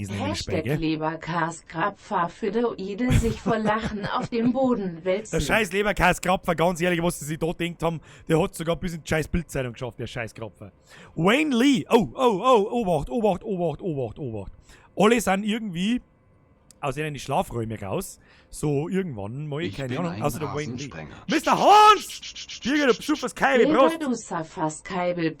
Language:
Bavarian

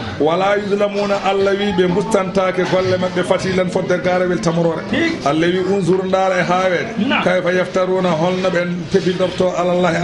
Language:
Fula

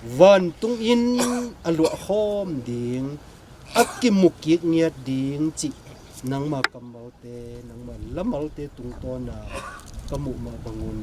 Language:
Tedim Chin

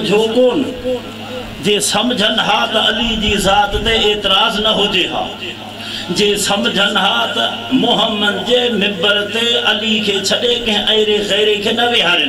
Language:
Saraiki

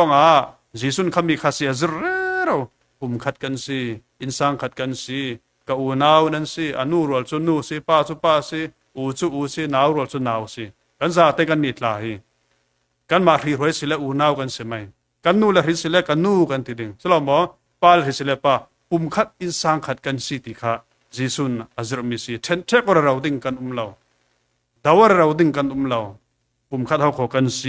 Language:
Falam Chin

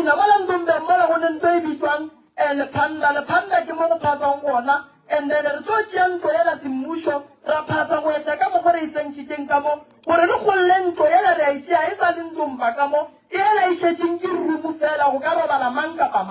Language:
Northern Sotho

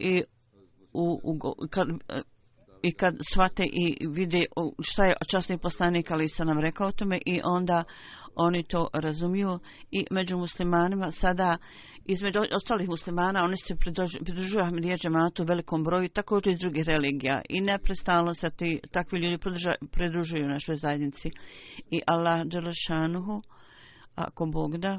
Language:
Bosnian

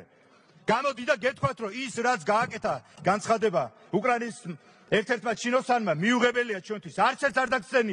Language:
Georgian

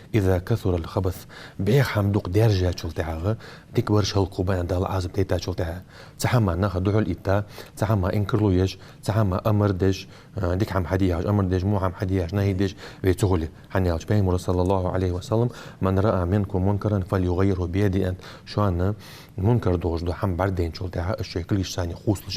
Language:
Ingush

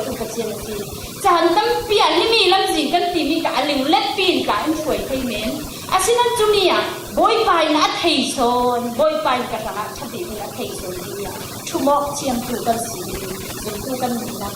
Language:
Falam Chin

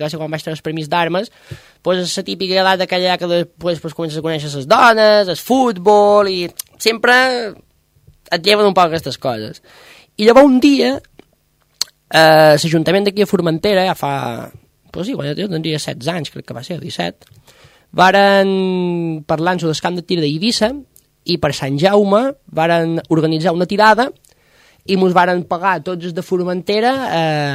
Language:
Catalan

